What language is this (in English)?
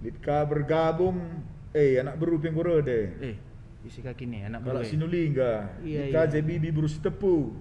Batak Karo